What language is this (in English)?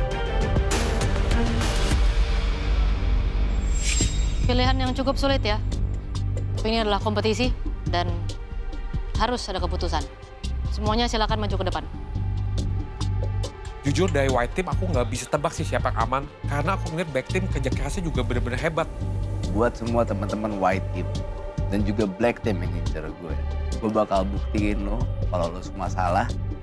Indonesian